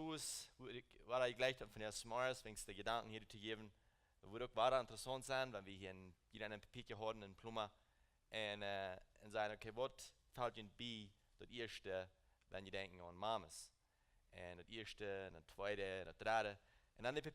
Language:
Plautdietsch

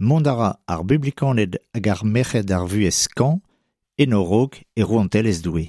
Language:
Breton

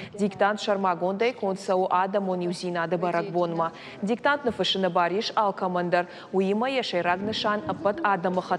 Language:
Ossetic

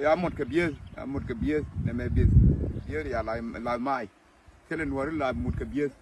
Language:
Nuer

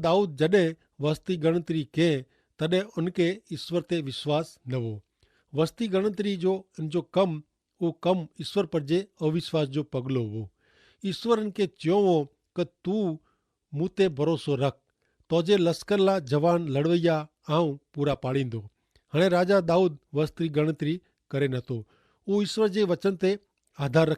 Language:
Kachhi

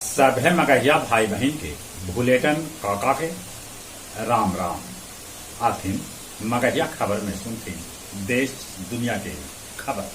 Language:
Magahi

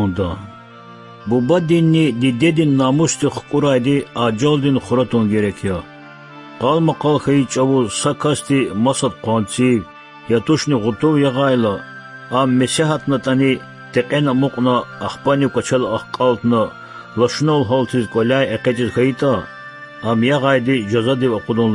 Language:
Lezghian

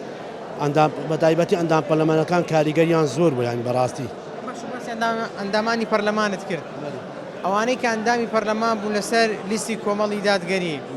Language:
Central Kurdish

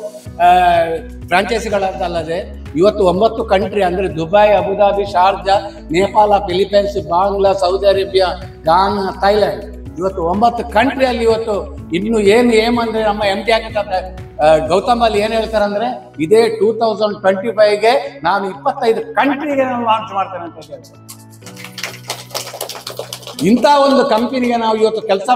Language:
Kannada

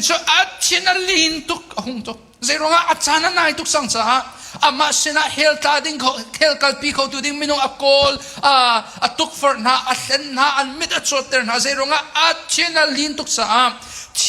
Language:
Hakha Chin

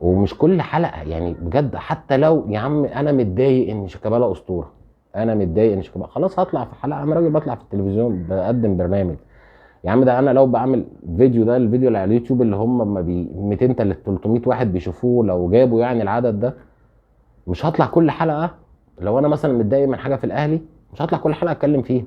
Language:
Egyptian Arabic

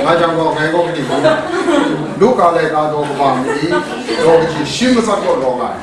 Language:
Kachin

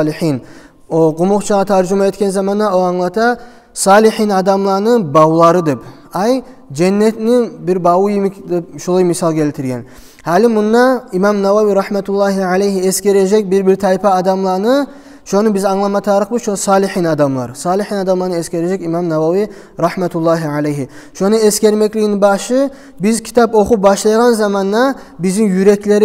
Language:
Kumyk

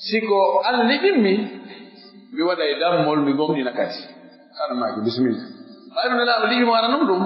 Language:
Pular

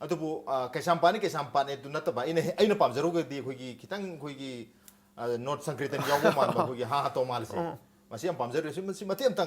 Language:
Manipuri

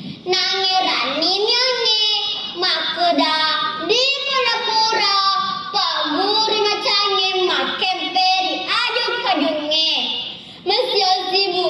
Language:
Buginese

